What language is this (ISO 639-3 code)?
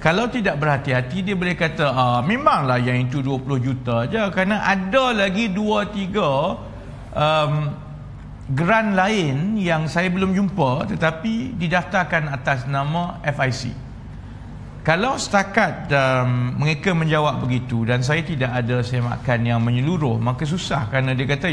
msa